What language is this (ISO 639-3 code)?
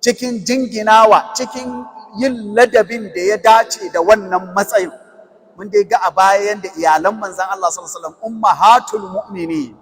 hau